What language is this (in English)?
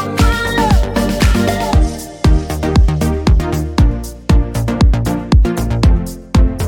English